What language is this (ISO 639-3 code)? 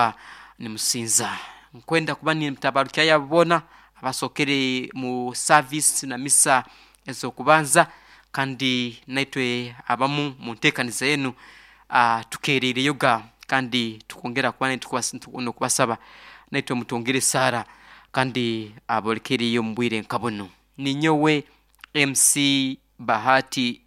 nyo